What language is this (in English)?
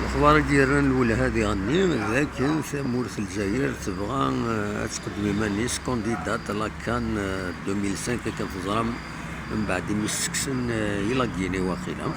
Kabyle